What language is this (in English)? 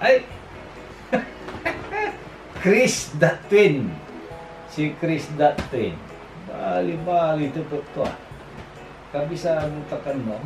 Pangasinan